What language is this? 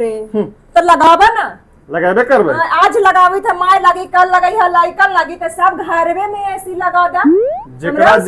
Magahi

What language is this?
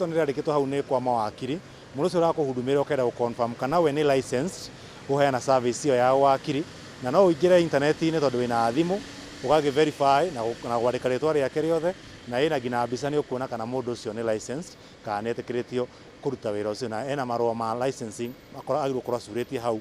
Kikuyu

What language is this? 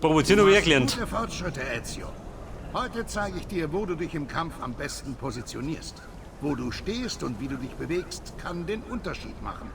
Bavarian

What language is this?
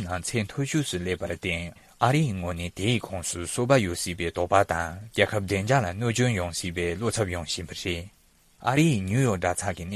Tibetan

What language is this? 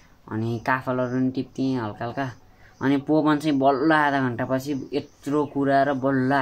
Nepali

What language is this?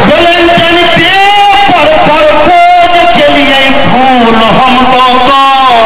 Maithili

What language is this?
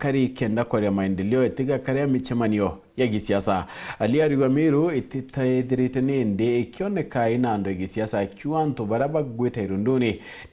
Meru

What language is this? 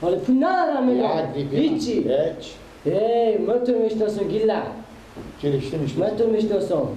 Persian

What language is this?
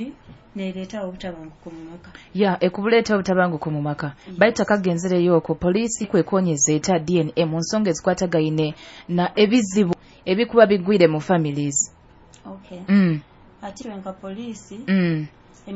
Nyoro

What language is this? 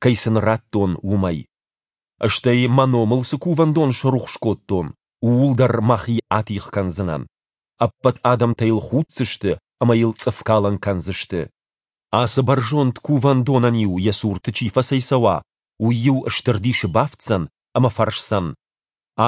Ossetic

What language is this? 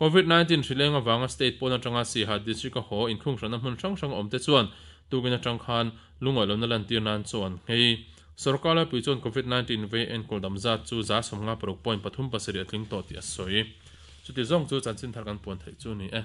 Mizo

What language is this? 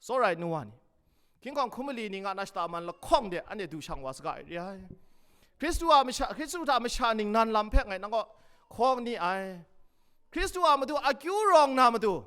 Kachin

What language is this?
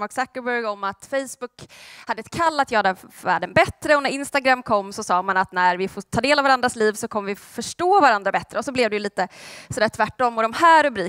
Swedish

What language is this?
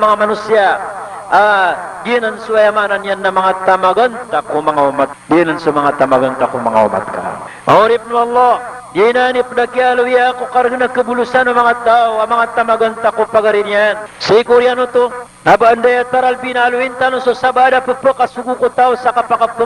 Maranao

